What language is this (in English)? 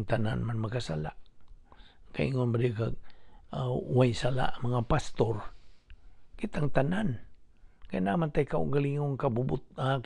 Cebuano